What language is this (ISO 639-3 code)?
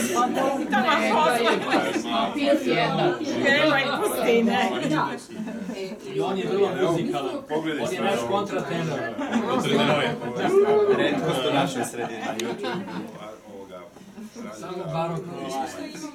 srp